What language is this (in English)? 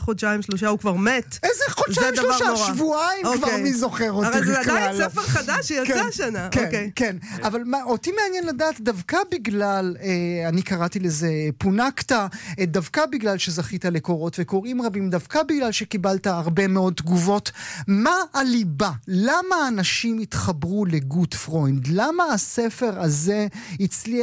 Hebrew